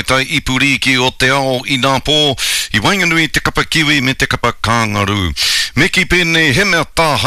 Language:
Māori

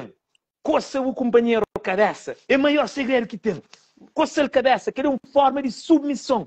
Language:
Kabuverdianu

